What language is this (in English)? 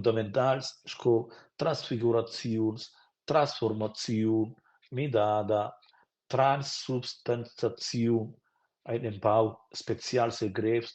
Romansh